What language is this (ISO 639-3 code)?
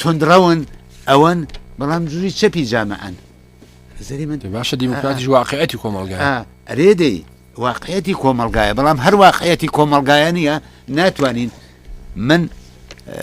ckb